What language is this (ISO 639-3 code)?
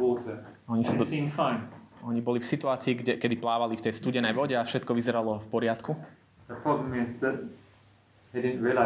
slk